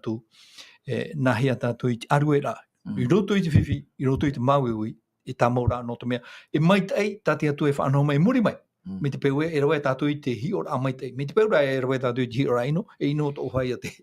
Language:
Tahitian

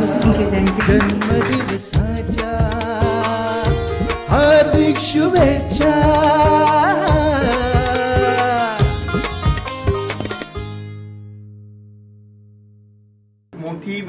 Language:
Marathi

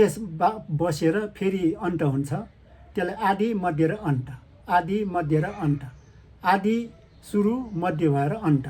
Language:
Nepali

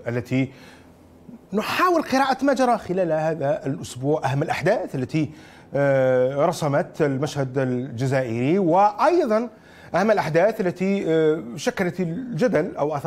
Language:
Arabic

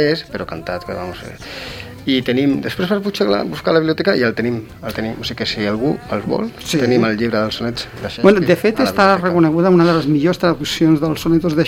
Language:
Catalan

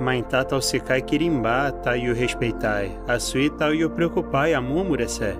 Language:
Nheengatu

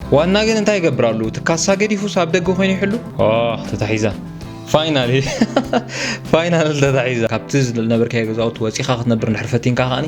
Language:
Tigrinya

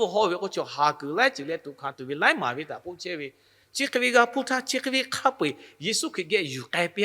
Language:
Lahu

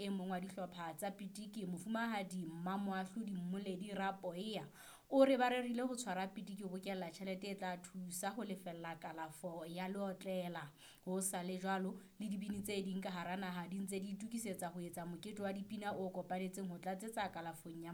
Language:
Southern Sotho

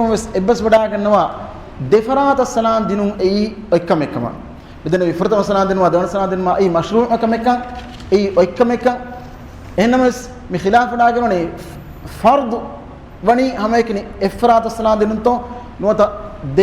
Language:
Divehi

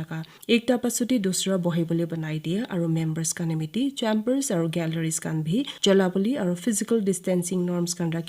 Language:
Naga Pidgin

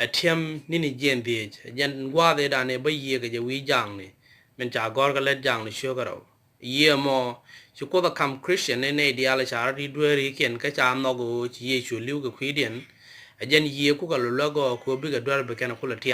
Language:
Nuer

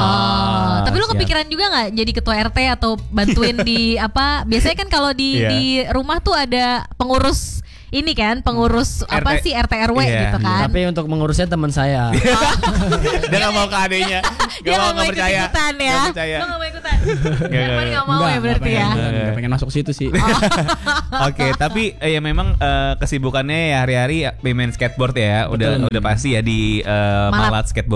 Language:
Indonesian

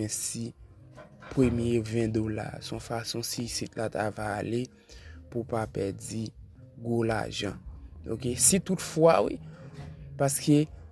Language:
Haitian Creole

